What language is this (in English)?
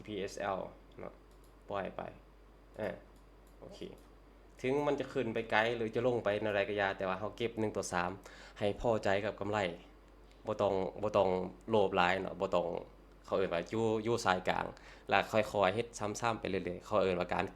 Lao